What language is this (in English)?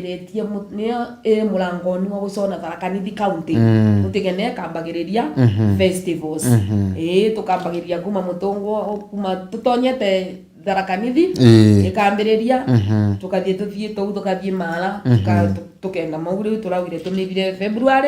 Meru